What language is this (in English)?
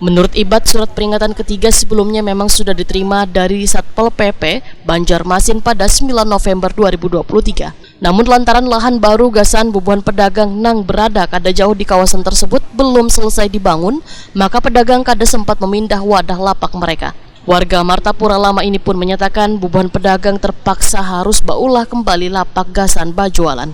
Banjar